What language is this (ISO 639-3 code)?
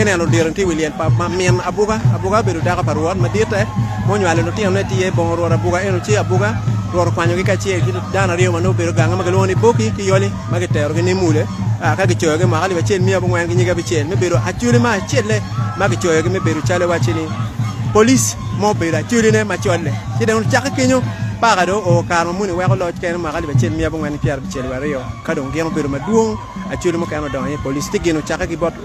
ach